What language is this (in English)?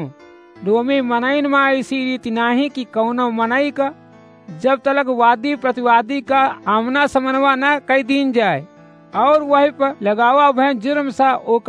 Awadhi